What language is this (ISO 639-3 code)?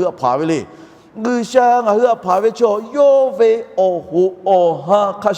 lhu